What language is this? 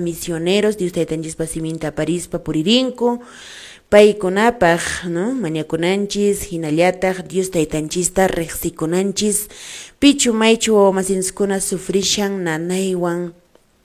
Quechua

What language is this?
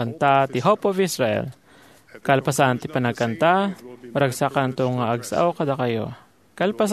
Iloko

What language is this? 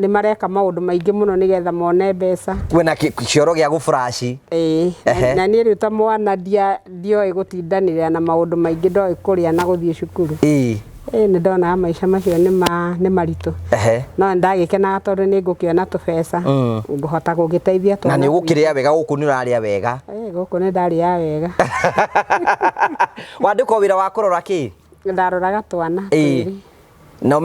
Kikuyu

